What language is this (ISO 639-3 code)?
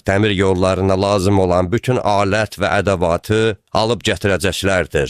aze